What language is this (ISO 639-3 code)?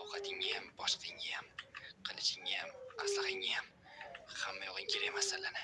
uzb